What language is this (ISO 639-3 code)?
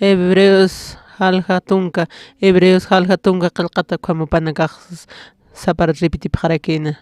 aym